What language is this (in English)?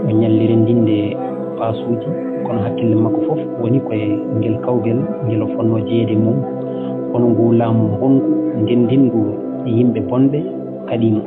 Fula